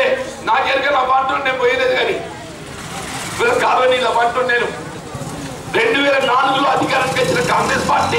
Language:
Telugu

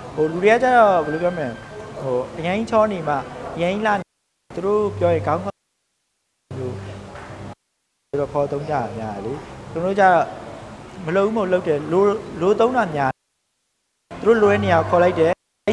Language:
Burmese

